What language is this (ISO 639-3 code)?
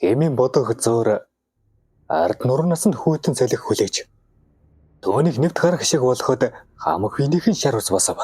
mon